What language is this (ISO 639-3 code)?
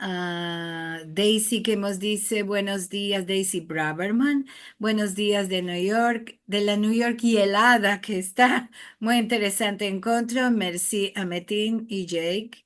lad